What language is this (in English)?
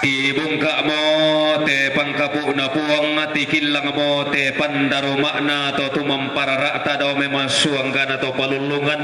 Toraja-Sa'dan